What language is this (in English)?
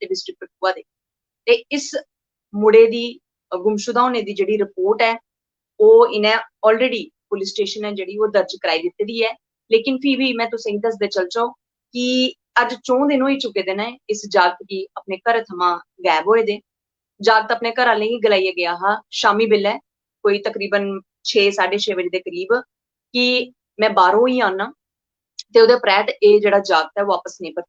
Dogri